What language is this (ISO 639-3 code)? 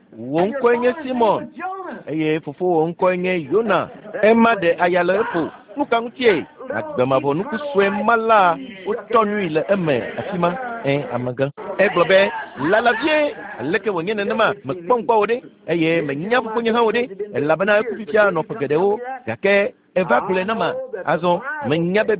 ewe